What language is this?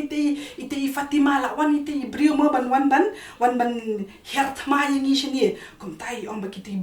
Khasi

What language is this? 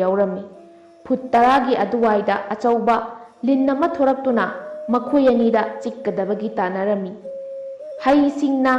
Manipuri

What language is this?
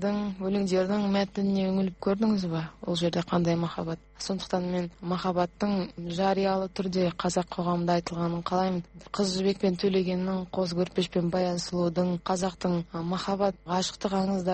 Kazakh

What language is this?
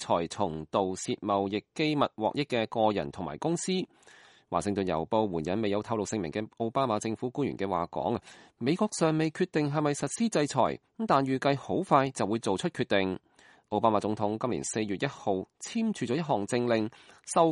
Cantonese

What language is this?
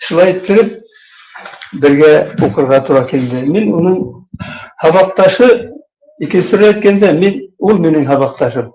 Bashkir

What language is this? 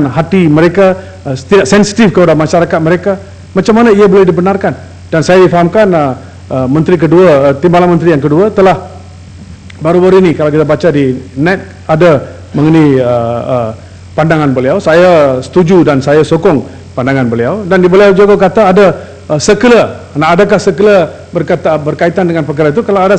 Malay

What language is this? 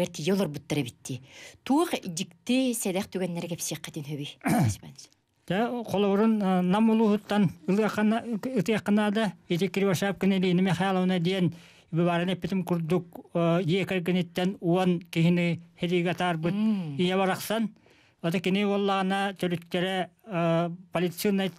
Yakut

